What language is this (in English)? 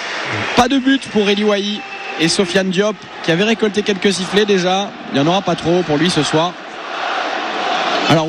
French